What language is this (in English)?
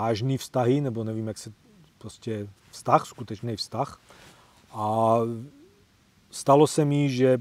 Czech